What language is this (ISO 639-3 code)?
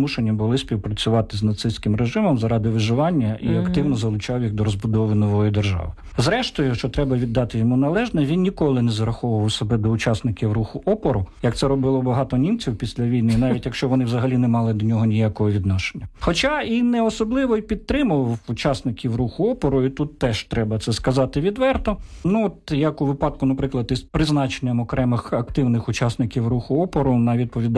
ukr